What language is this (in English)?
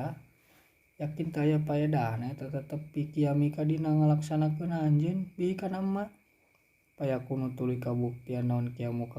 Sundanese